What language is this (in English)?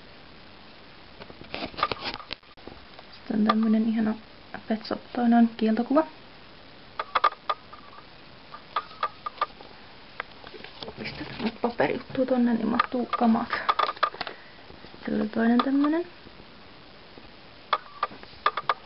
Finnish